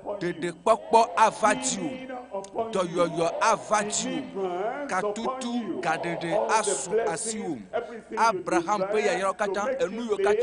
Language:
Ewe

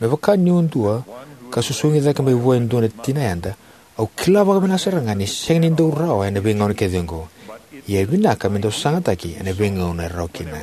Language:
Fijian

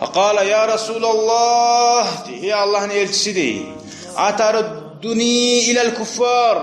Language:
Kumyk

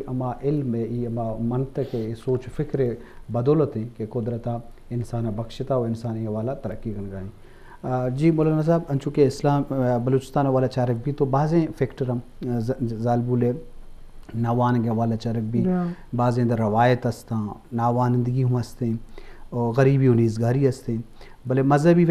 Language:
Eastern Balochi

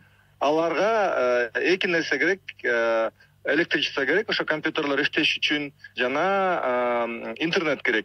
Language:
Kyrgyz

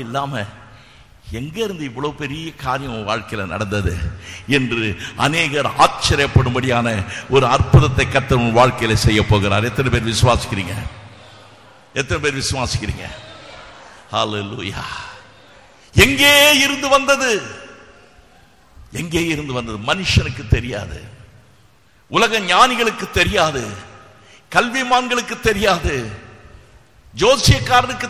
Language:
Tamil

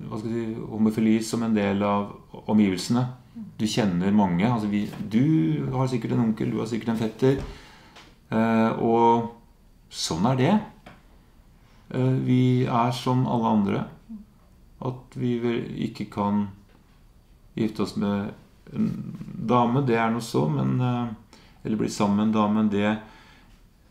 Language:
Norwegian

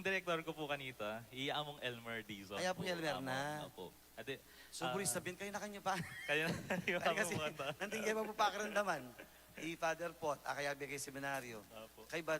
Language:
Pampanga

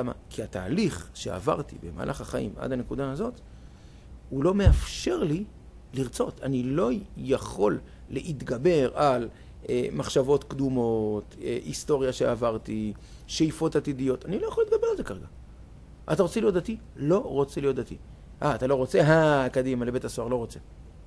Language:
Hebrew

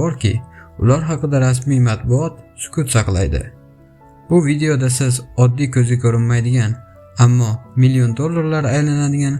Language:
Uzbek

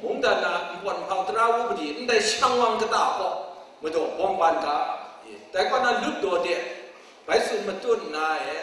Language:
Kachin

